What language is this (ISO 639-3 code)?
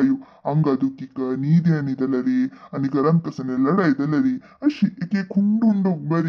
kok